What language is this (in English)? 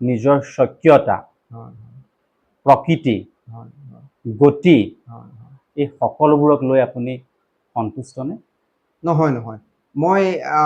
Assamese